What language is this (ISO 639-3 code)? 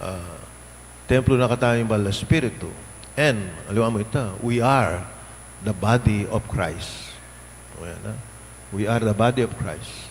pam